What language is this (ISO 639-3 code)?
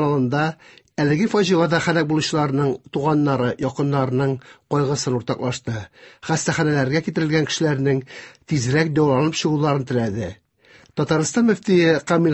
tat